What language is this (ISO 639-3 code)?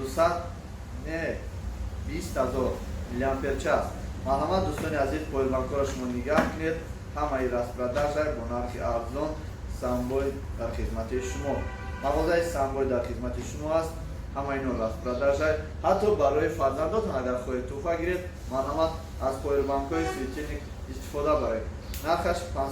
tgk